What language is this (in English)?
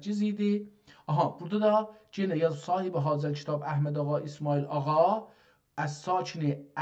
South Azerbaijani